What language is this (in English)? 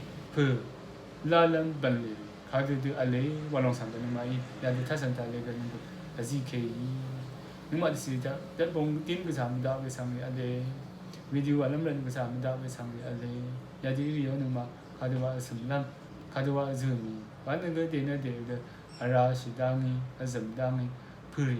Rawang